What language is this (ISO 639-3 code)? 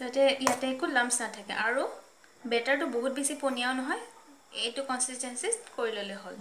asm